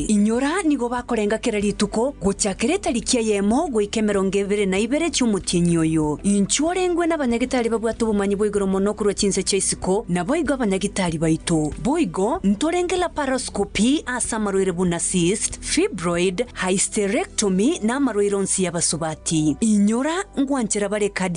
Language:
Gusii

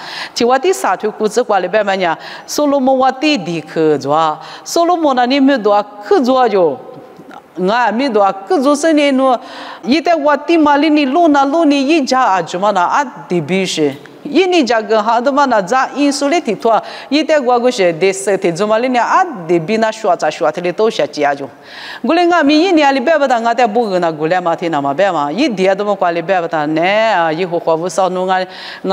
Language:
Lisu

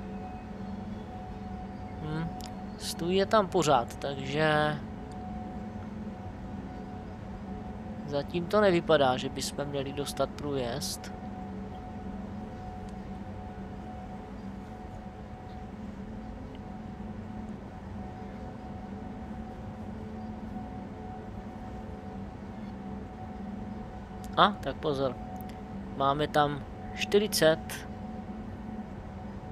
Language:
Czech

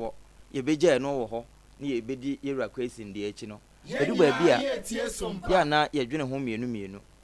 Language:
Akan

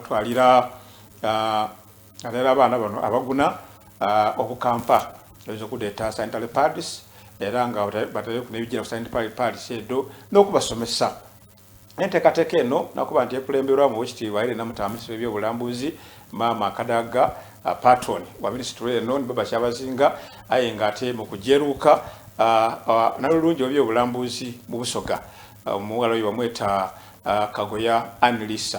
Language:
Soga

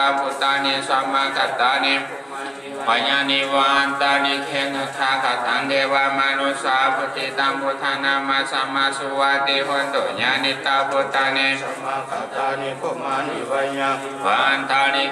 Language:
Pali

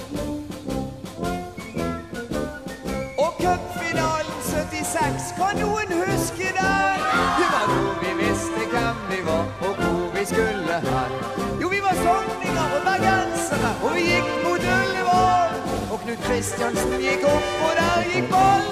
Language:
Norwegian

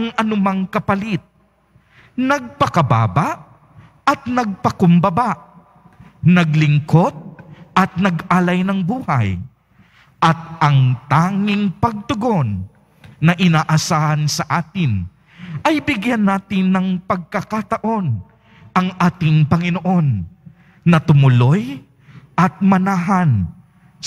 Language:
Filipino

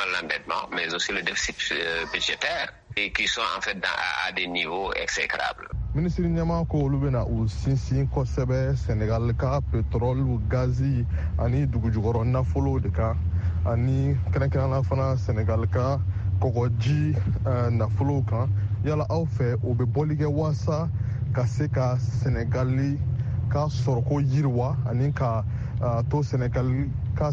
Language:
Bambara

